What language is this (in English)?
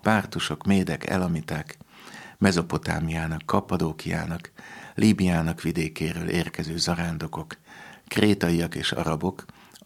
Hungarian